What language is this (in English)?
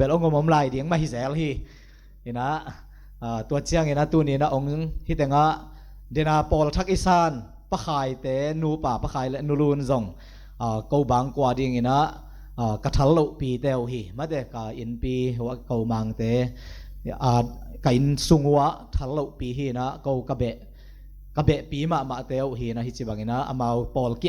Tedim Chin